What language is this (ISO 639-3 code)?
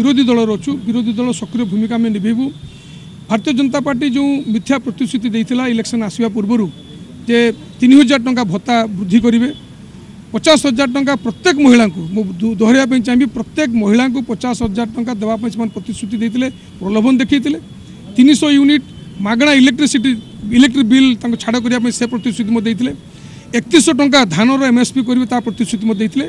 ori